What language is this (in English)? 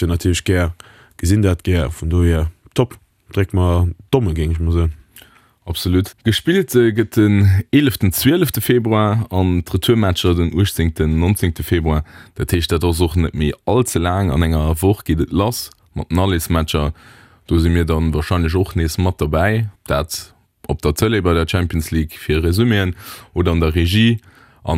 Luxembourgish